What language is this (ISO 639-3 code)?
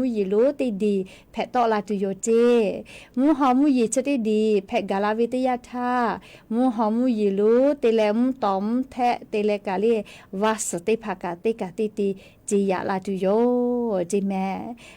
lhu